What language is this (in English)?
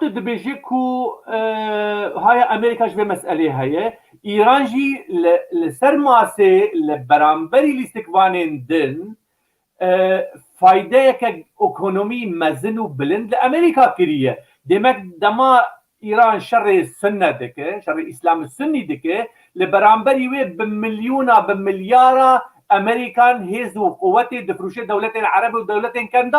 Kurdish